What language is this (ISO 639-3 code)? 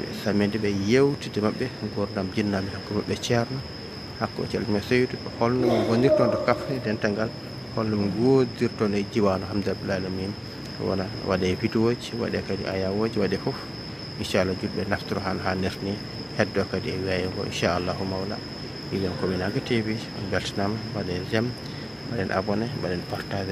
ful